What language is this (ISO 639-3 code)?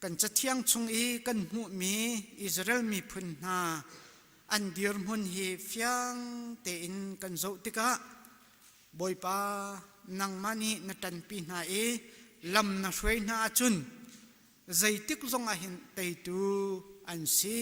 cnh